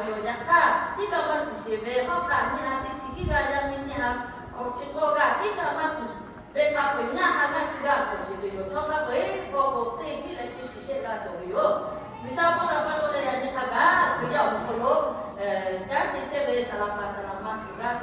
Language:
Lahu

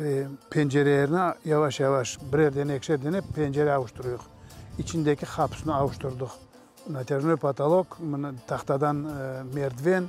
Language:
Crimean Tatar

